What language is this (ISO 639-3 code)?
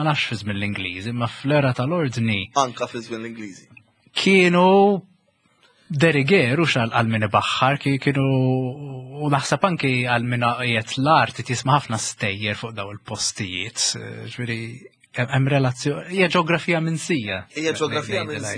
mlt